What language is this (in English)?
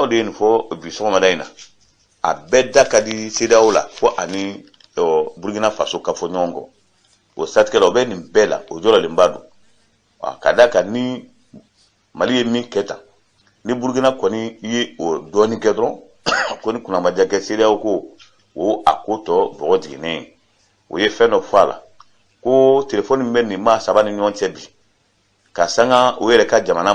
Bambara